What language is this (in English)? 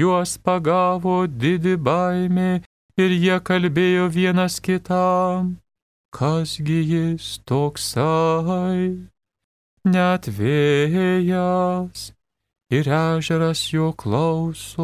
Lithuanian